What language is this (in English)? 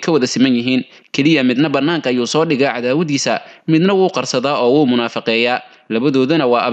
Somali